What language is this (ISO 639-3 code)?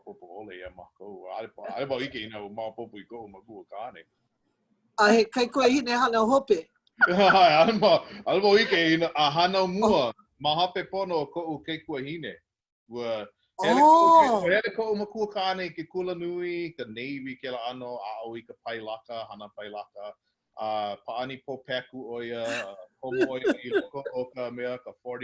haw